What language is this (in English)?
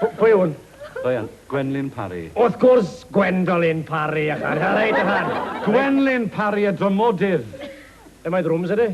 Welsh